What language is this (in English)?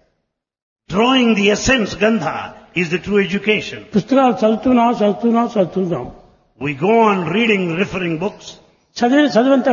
Telugu